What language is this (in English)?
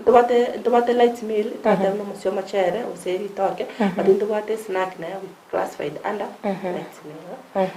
Gusii